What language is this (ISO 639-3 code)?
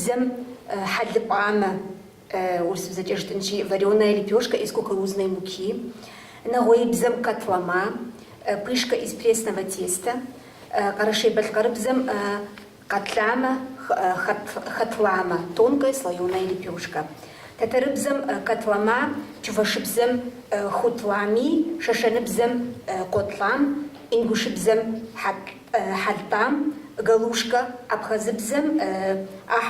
kbd